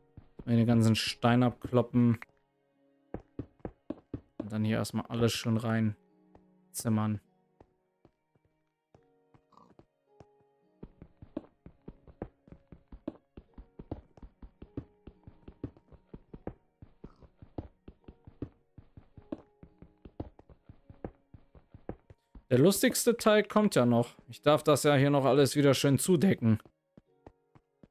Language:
German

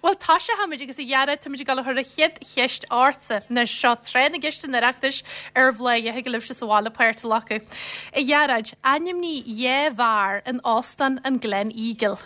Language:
Irish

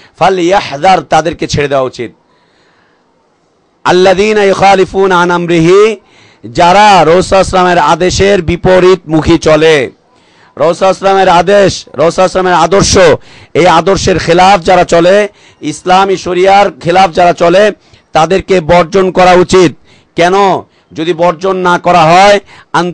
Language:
Bangla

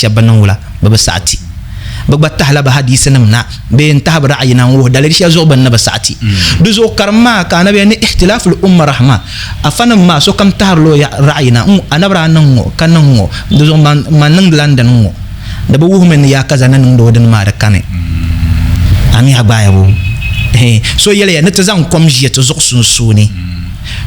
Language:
Dagbani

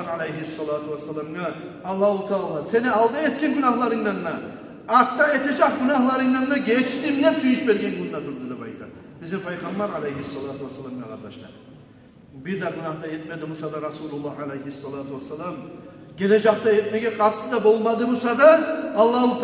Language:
Kumyk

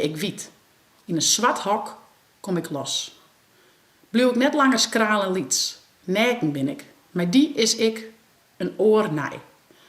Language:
Western Frisian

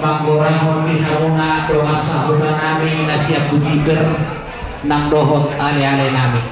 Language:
Batak Toba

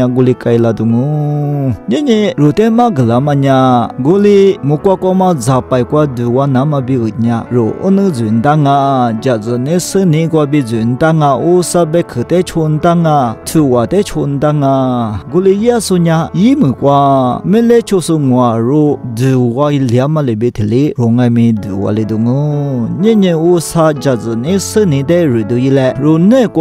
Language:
Lisu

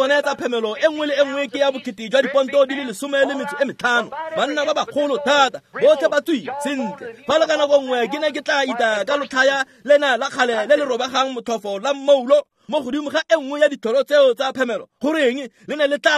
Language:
Tswana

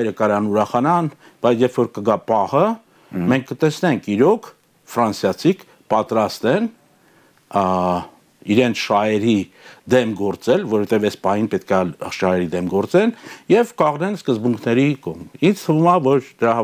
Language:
Armenian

